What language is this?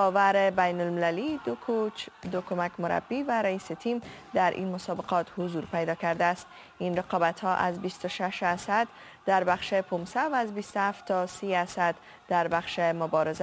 Persian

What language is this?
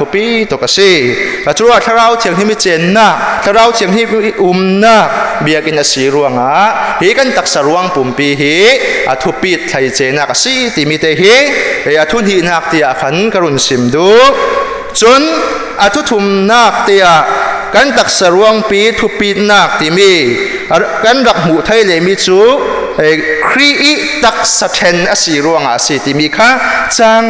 Falam Chin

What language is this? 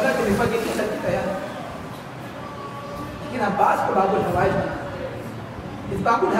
Urdu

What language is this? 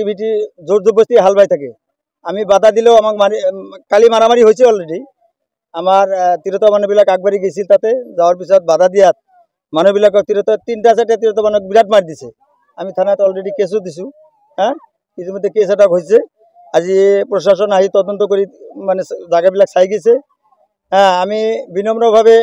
Assamese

